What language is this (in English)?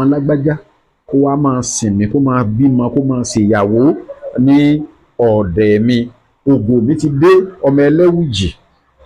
Yoruba